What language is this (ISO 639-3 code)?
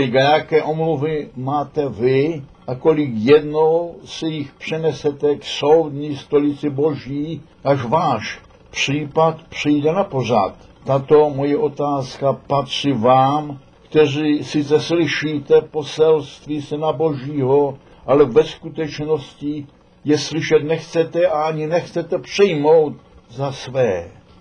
ces